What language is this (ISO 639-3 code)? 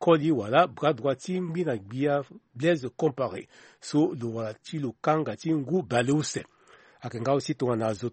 sag